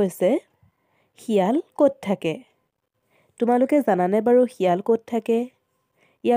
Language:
Assamese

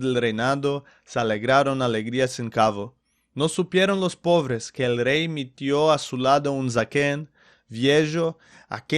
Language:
Ladino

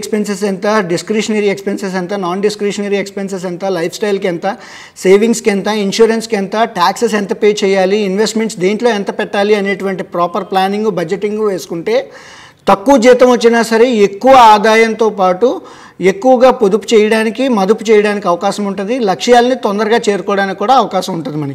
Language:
Telugu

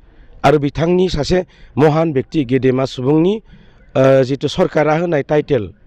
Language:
Bodo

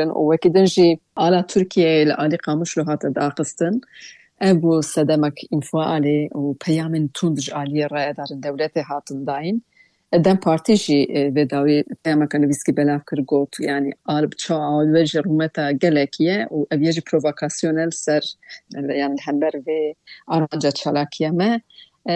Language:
Kurdish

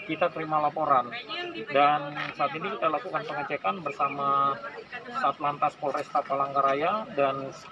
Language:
Indonesian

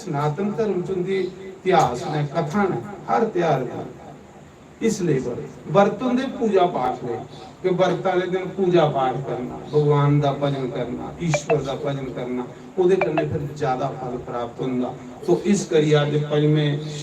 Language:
Dogri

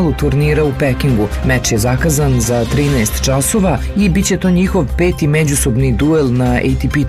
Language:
Serbian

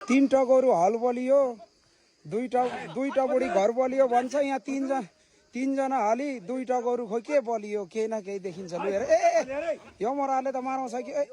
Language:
Nepali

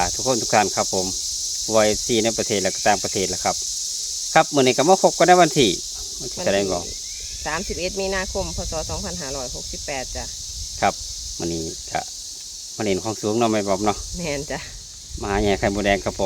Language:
Northeastern Thai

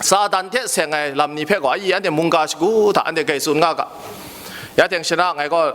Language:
Kachin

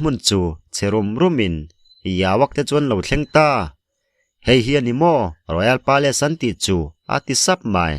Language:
Mizo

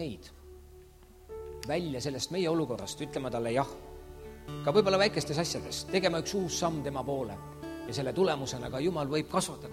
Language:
Estonian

